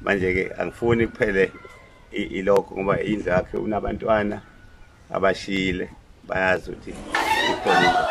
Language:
Zulu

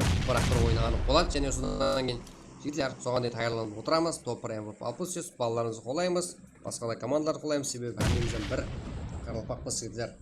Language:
Kara-Kalpak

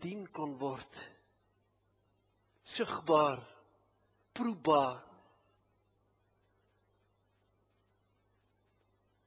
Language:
Afrikaans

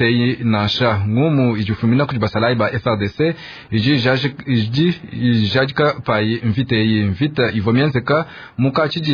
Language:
Luba-Lulua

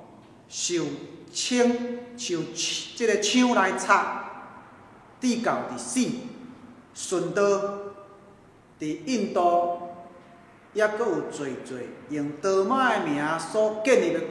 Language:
Min Nan Chinese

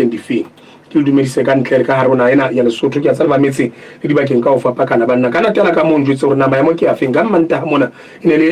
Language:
Southern Sotho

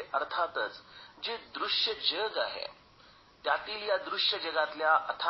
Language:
Marathi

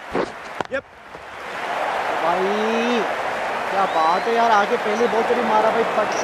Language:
Hindi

